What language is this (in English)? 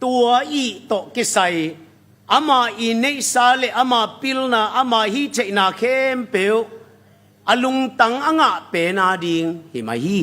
Tedim Chin